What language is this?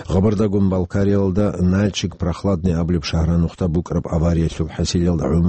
Avaric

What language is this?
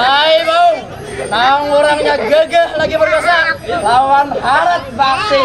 Banjar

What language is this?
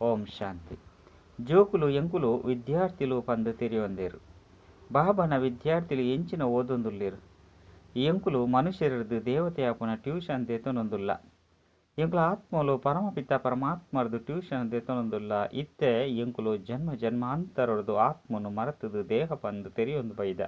Tulu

